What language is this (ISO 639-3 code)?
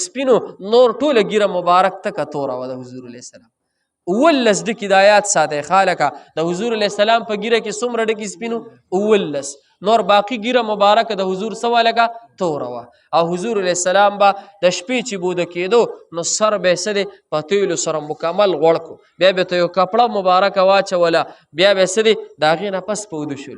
pus